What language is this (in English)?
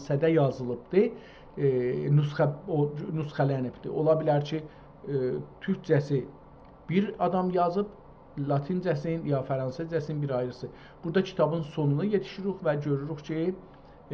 South Azerbaijani